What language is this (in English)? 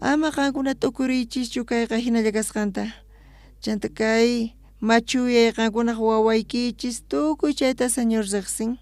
South Bolivian Quechua